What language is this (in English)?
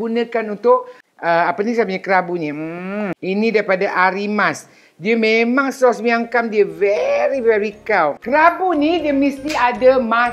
Malay